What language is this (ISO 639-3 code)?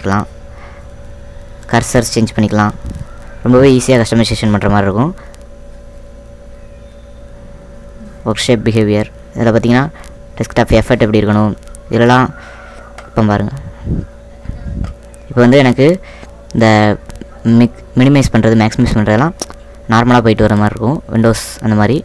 tam